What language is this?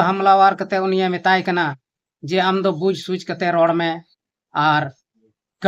Santali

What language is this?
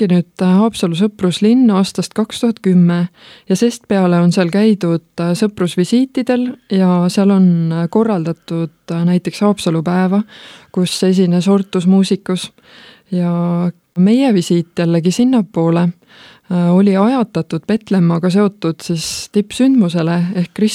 Estonian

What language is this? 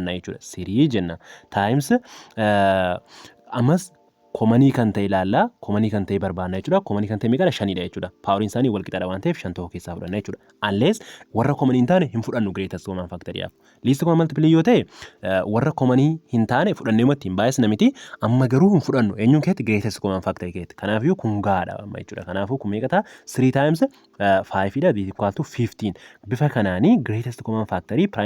Oromo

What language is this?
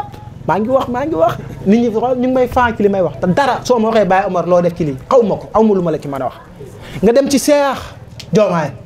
Wolof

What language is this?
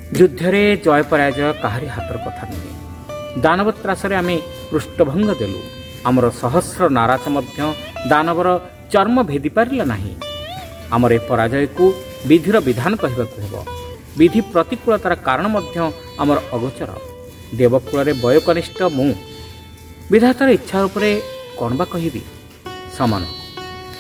Odia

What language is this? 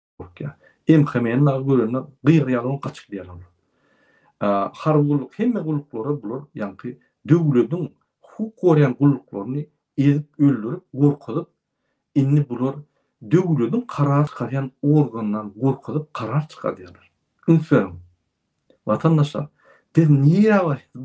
Turkmen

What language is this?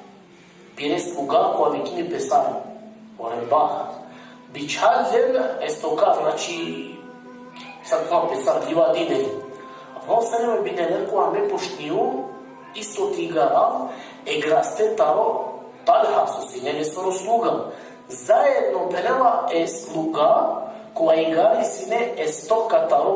Balkan Romani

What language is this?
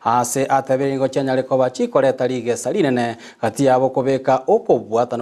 Gusii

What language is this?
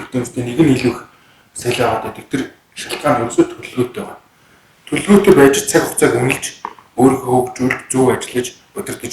Mongolian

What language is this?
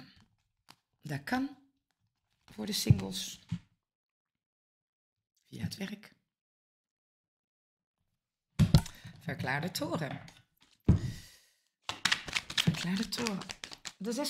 Dutch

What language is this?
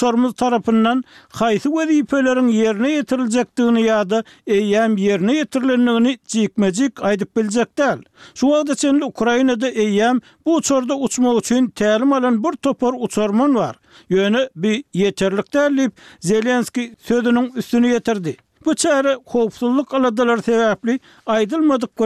Turkmen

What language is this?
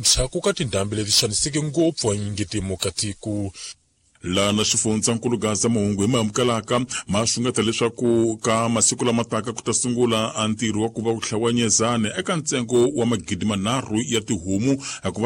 Tsonga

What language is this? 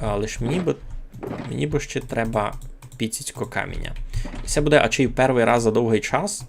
Rusyn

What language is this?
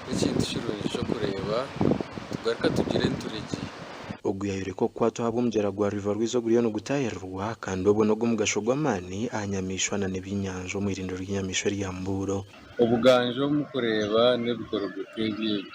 Nyankole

